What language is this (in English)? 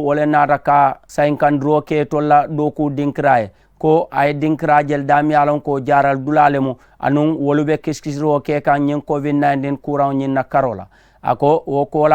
Mandingo